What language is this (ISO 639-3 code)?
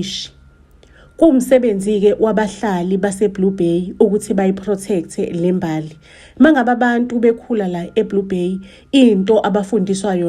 zul